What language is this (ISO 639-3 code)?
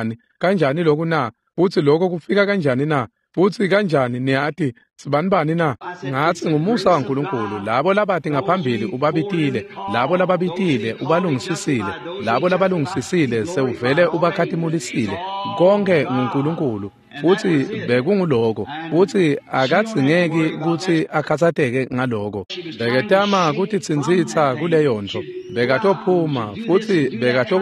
ssw